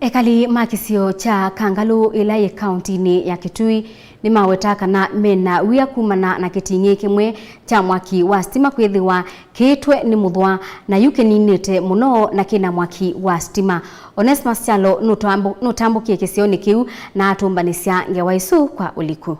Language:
Kamba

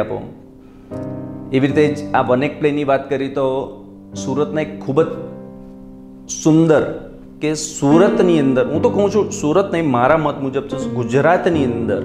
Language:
Gujarati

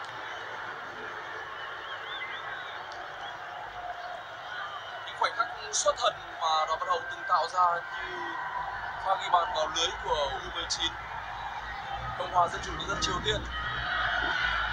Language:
Vietnamese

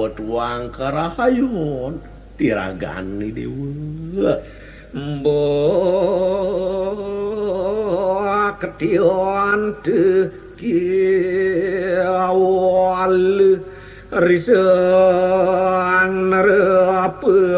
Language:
Balinese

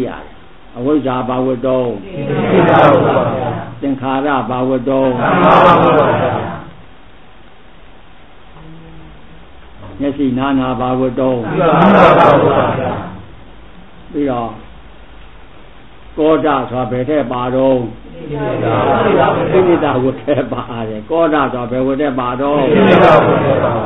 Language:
Burmese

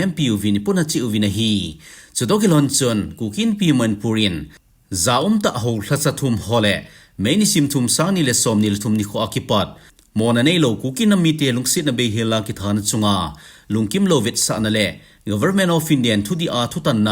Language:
Thado Chin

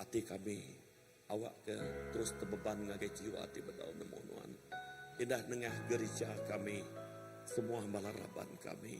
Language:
Iban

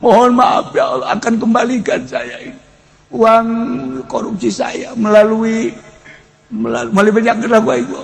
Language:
Sundanese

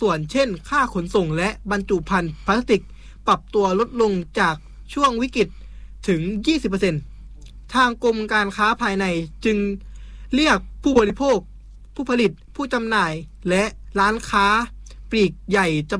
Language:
Thai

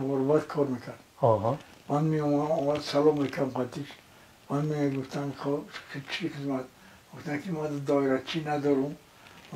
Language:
Tajik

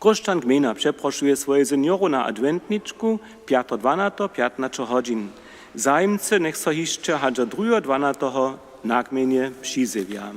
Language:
Upper Sorbian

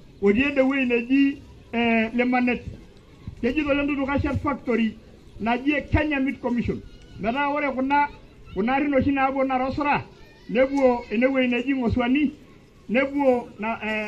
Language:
Masai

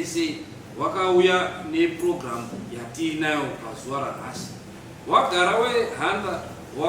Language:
Shona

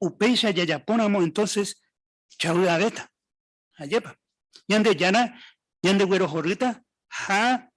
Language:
Guarani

